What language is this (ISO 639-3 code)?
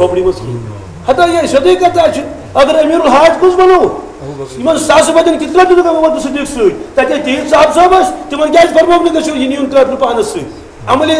kas